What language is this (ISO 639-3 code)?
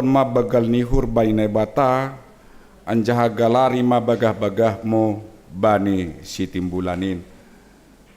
bts